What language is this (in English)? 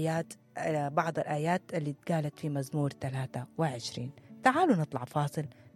Sudanese Arabic